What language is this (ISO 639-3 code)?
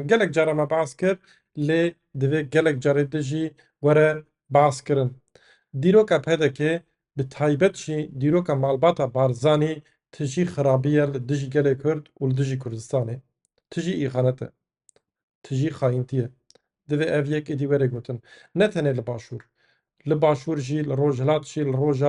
kur